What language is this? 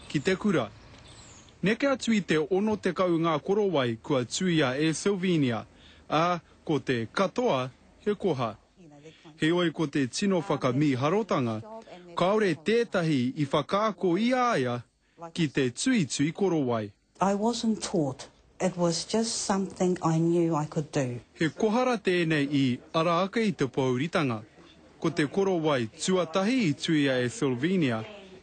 Māori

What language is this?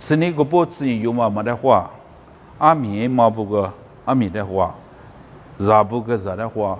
Lisu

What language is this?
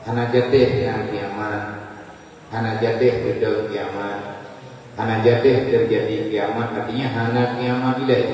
Achinese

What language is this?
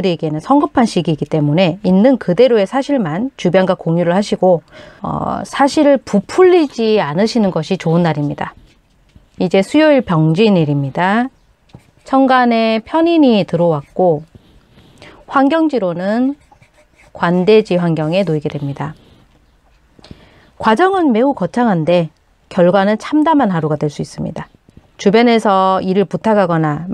Korean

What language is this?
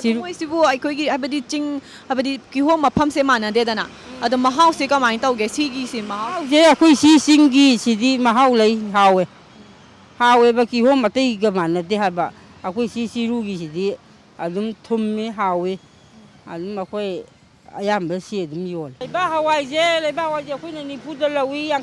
Manipuri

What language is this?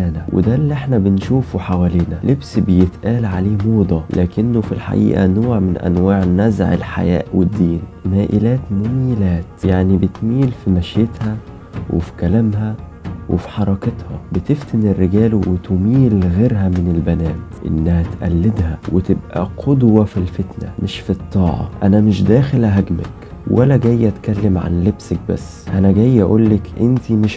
Egyptian Arabic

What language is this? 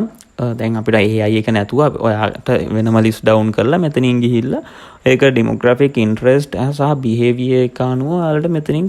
Sinhala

